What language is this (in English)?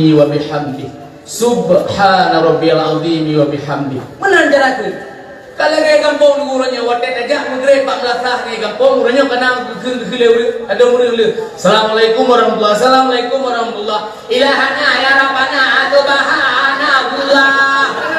Achinese